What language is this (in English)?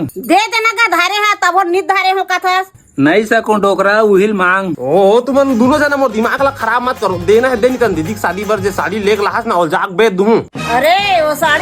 Chhattisgarhi